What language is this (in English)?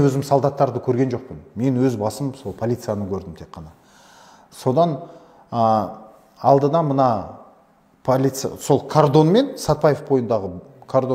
Kazakh